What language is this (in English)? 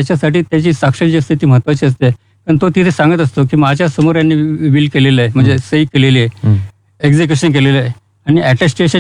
Marathi